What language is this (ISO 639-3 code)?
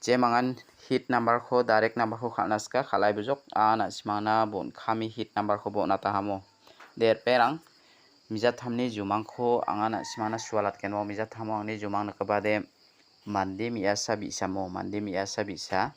grt